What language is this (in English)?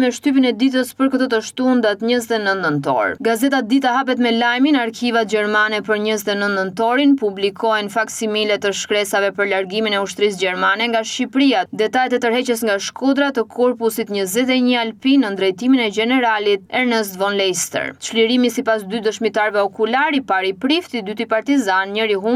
Albanian